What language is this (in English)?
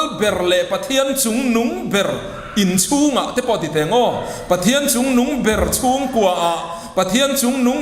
Mizo